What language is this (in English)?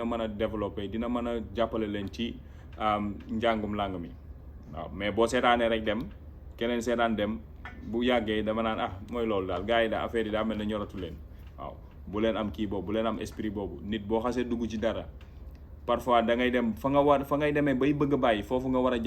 Wolof